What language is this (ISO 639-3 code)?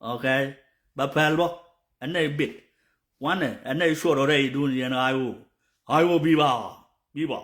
nus